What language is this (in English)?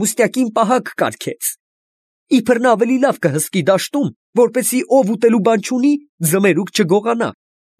Armenian